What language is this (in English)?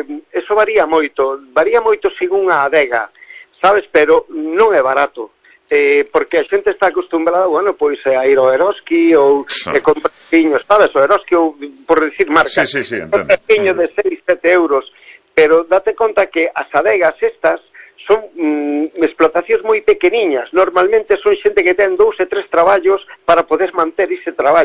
Galician